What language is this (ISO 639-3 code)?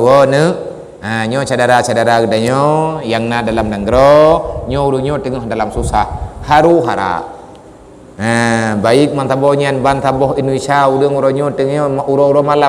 ace